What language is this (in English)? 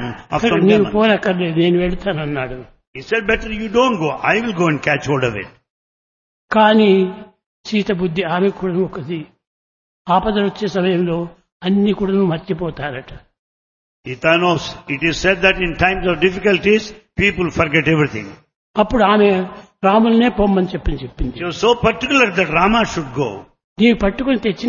Telugu